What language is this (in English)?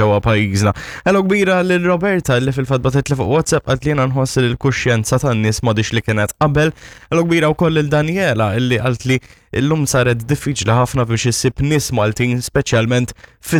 Maltese